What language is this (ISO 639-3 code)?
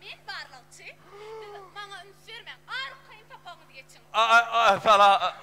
tuk